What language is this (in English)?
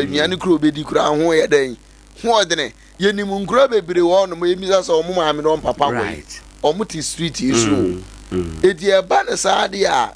Akan